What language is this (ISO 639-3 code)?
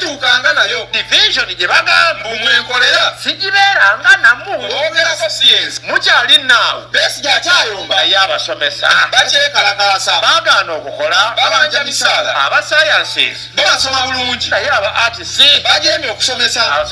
lug